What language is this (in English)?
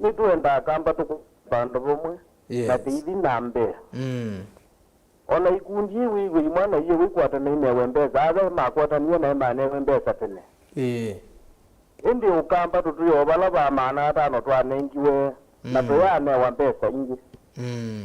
Kamba